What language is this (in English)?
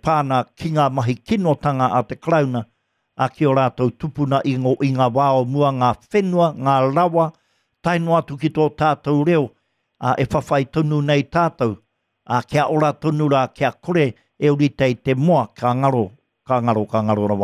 Māori